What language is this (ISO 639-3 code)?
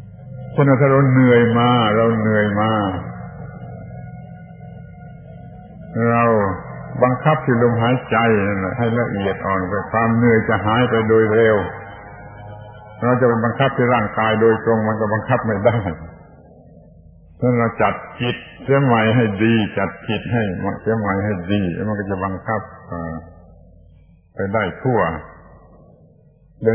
tha